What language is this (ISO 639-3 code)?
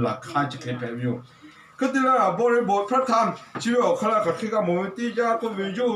lhu